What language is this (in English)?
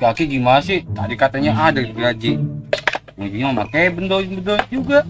Betawi